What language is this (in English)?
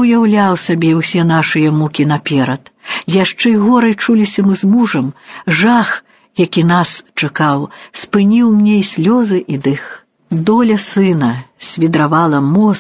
Belarusian